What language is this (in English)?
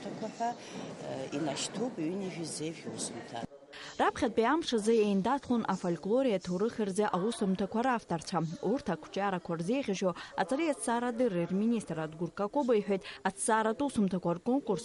Abkhazian